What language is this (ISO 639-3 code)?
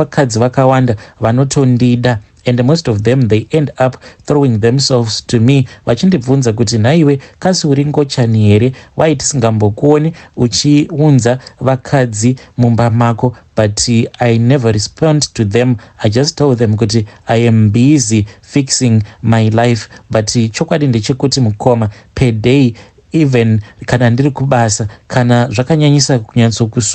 sna